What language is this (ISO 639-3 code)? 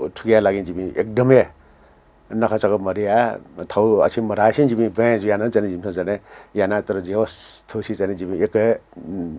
new